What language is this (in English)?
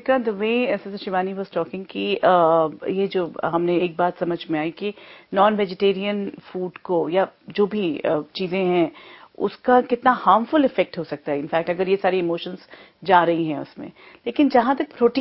Hindi